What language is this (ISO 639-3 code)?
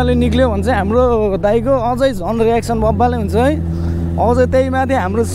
nep